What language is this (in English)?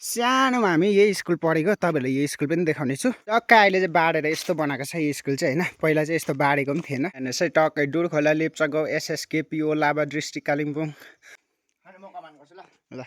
Nepali